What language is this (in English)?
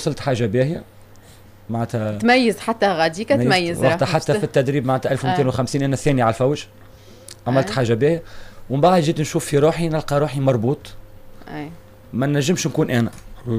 Tunisian Arabic